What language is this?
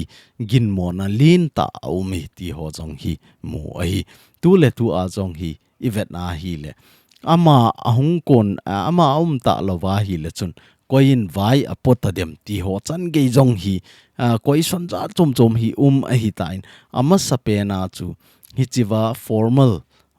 Thado Chin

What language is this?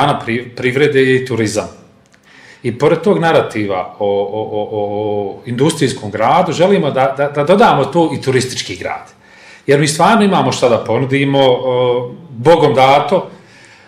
Bosnian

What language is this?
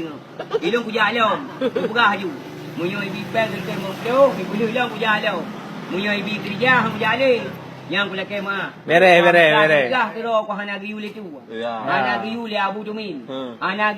Achinese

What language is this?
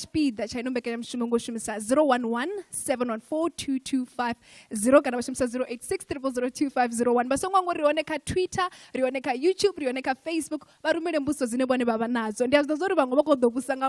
Venda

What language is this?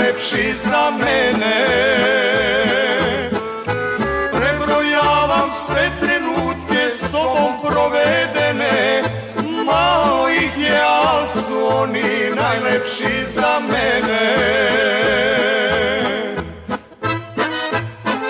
Serbian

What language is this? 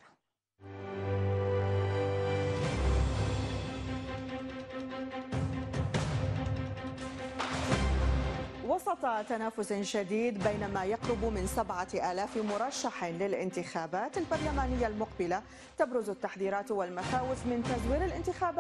Arabic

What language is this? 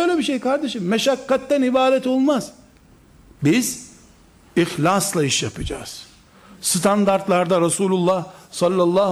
Turkish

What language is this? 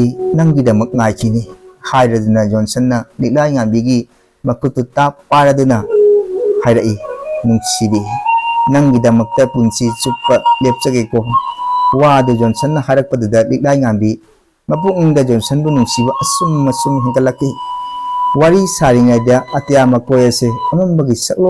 Manipuri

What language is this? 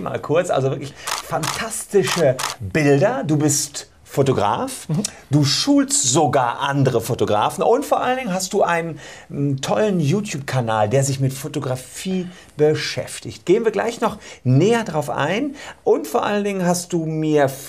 German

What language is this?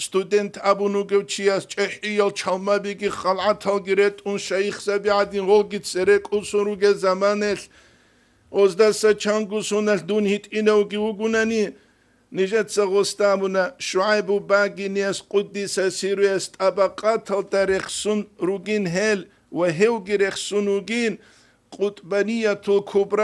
Avaric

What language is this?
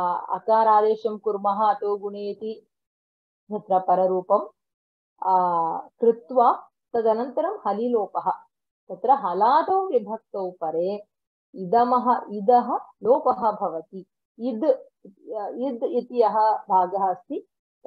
Sanskrit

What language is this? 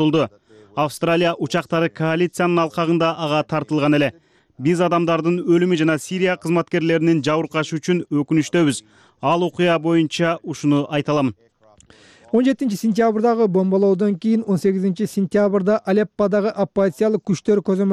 Kyrgyz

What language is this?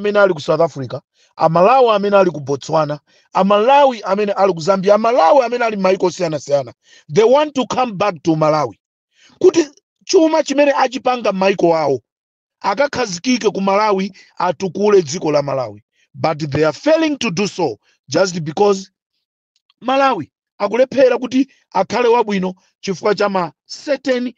Nyanja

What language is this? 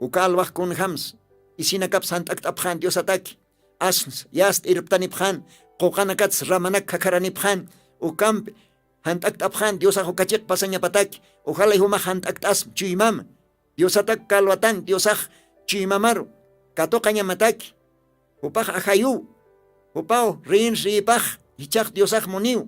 Aymara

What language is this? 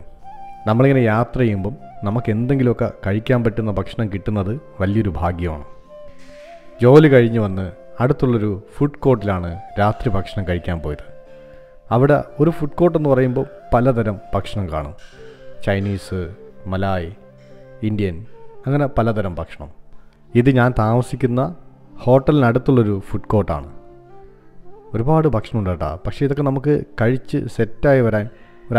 Malayalam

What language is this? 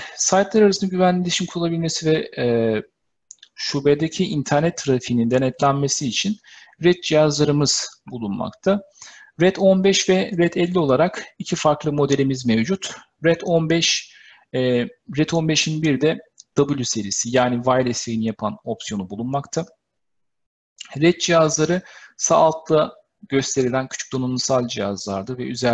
Turkish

